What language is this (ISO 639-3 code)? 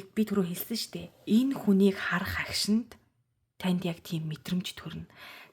mon